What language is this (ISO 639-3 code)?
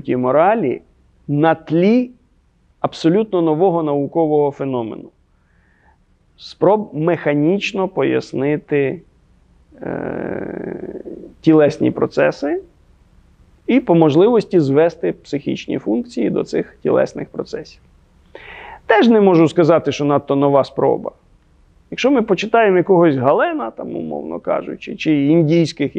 ukr